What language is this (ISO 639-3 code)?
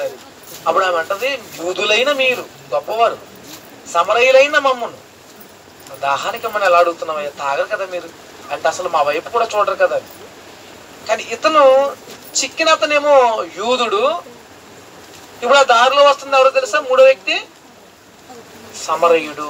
tel